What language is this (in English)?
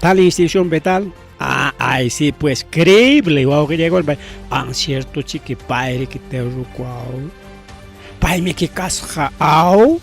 Ayacucho Quechua